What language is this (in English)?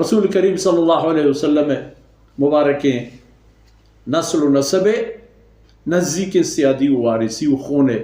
Baluchi